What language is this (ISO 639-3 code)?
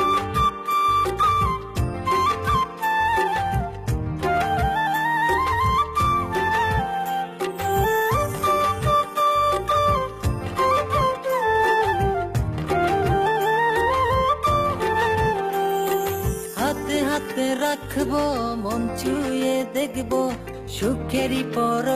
ben